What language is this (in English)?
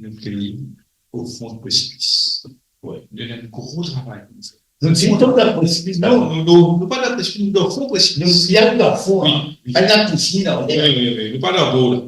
Morisyen